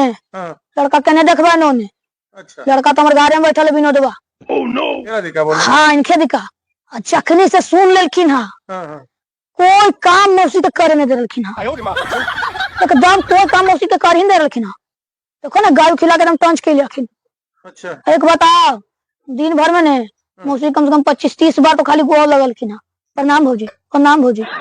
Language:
Magahi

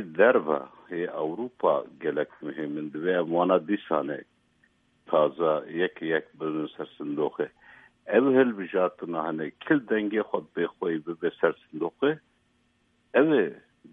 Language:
Kurdish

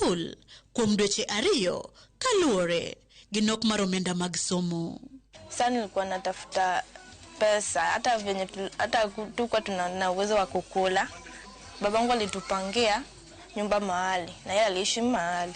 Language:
Luo (Kenya and Tanzania)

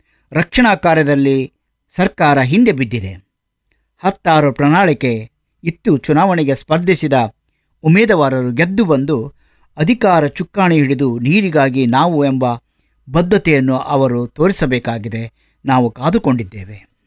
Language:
Kannada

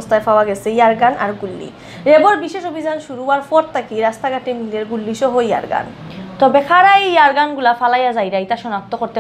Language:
Sylheti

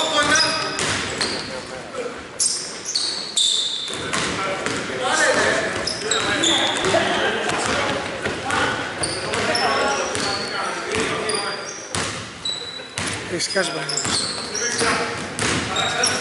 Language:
Greek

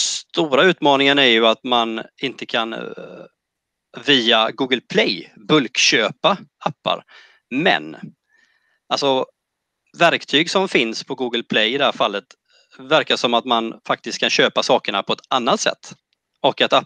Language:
Swedish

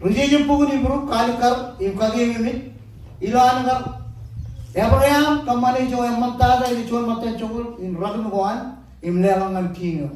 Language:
Marshallese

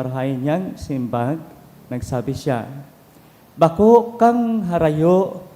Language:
Bikol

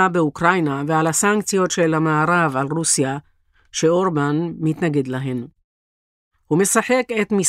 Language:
Hebrew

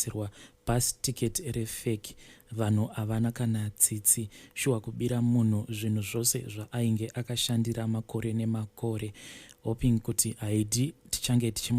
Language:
Shona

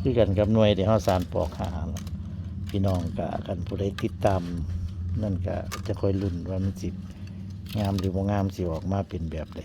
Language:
Northeastern Thai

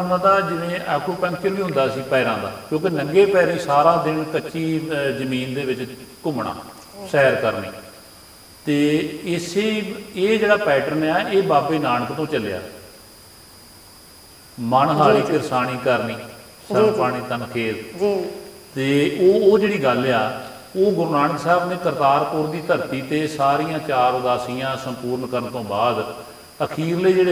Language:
Punjabi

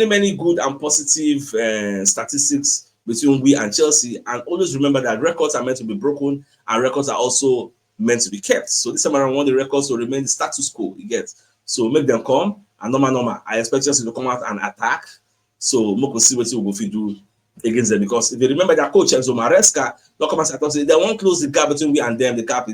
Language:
Nigerian Pidgin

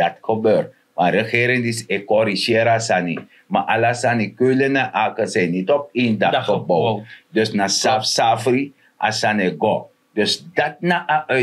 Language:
Sranan Tongo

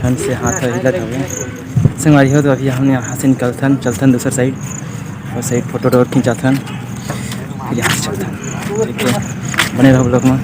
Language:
Chhattisgarhi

